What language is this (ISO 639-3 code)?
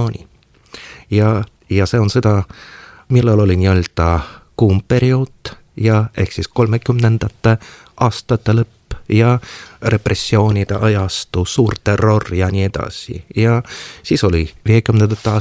est